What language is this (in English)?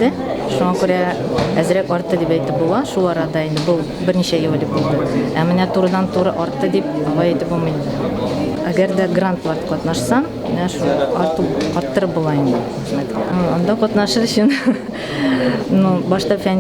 Tatar